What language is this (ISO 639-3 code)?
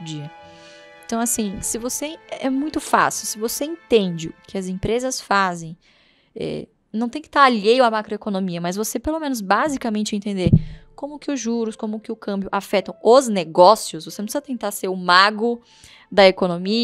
por